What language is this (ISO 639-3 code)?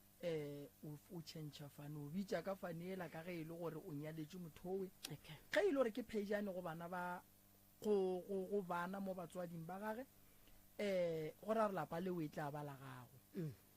nso